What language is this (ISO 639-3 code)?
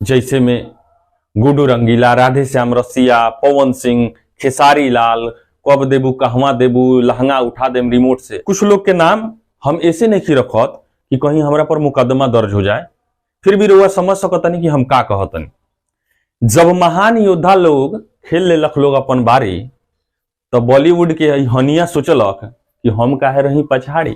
bho